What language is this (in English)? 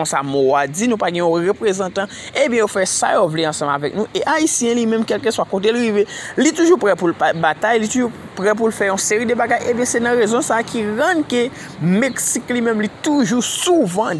Haitian Creole